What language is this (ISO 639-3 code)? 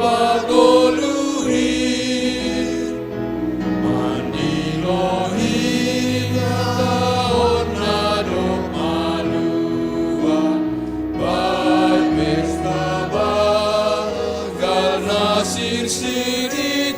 bts